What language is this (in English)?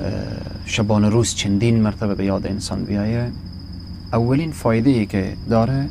Persian